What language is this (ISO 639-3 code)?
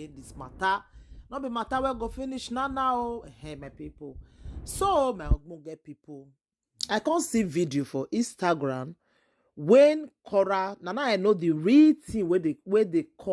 pcm